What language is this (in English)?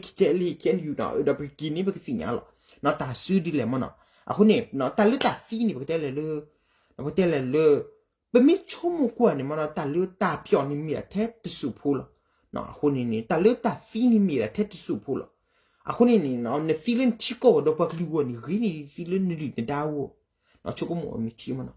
S'gaw Karen